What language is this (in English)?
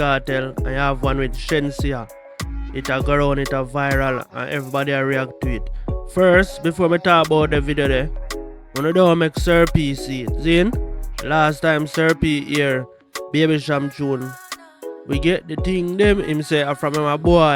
Jamaican Creole English